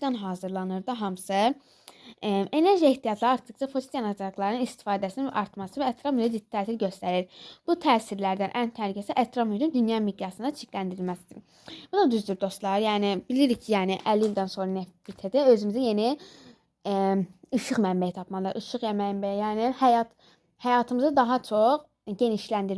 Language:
Azerbaijani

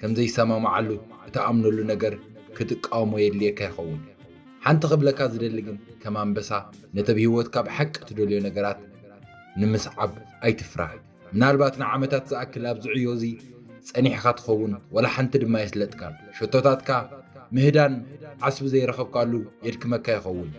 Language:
Tigrinya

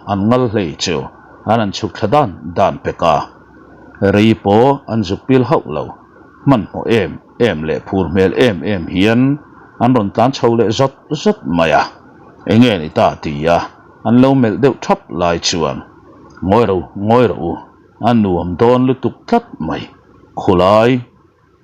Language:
Mizo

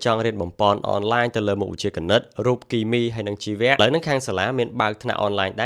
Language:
Khmer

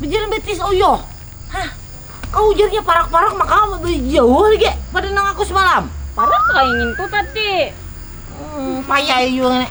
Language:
Banjar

